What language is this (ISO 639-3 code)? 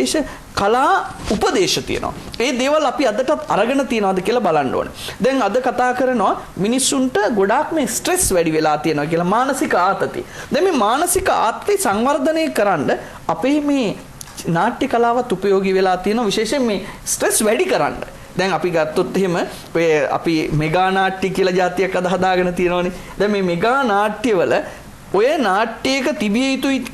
sin